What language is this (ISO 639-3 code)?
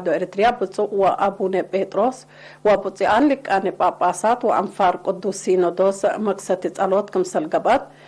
tig